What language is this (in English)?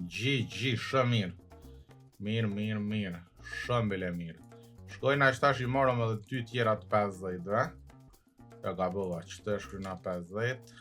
Albanian